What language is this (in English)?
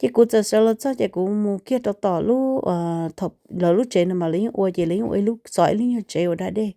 Hmong